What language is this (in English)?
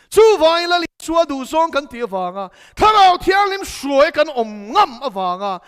Mizo